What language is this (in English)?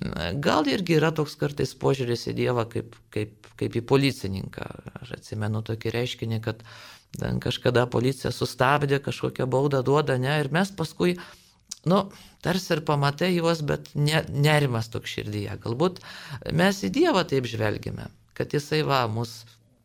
Lithuanian